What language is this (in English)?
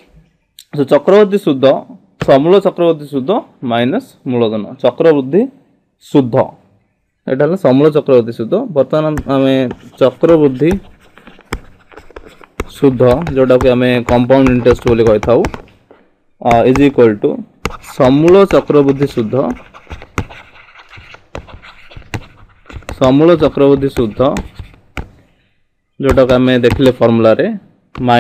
Odia